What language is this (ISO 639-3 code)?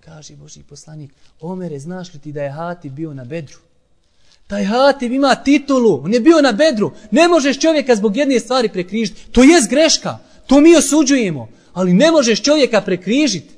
bos